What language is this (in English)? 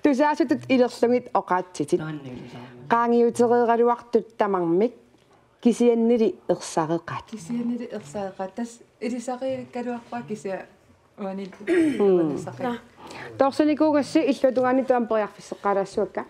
Kalaallisut